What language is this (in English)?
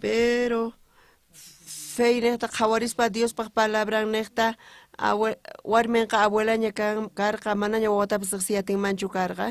South Bolivian Quechua